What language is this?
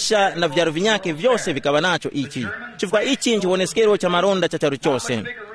Tumbuka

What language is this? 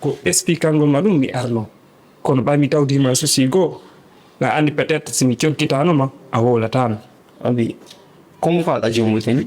Fula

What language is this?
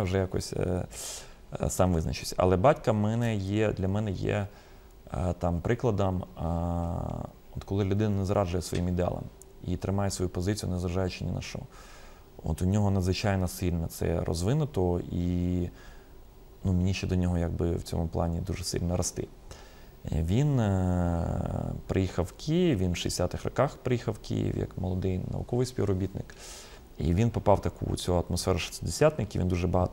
Ukrainian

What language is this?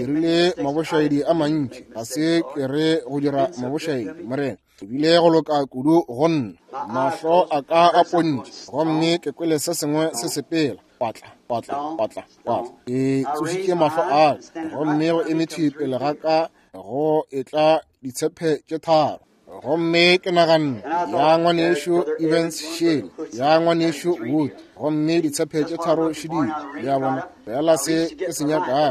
Northern Sotho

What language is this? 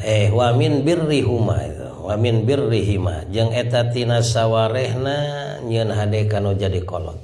Sundanese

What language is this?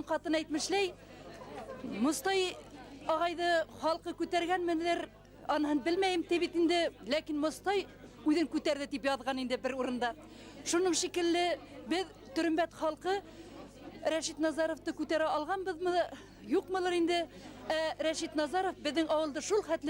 Bashkir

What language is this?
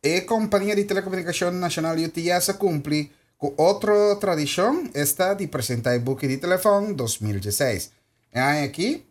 Papiamento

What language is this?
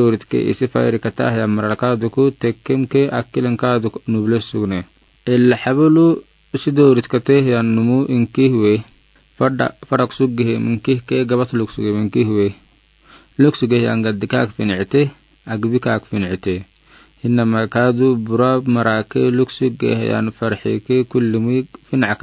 Afar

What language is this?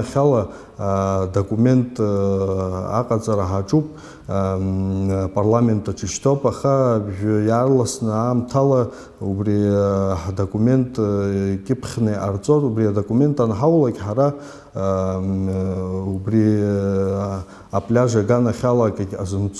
Abkhazian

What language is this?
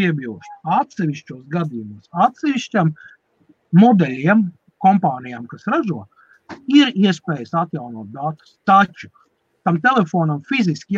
Latvian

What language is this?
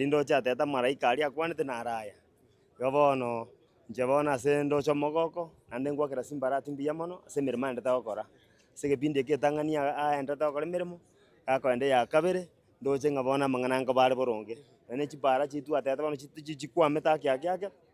Gusii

